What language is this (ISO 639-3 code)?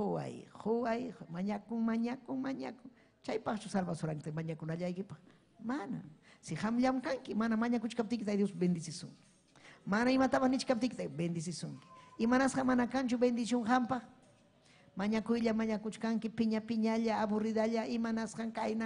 quy